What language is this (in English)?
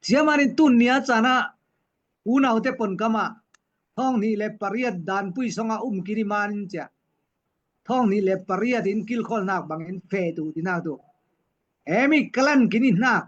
Falam Chin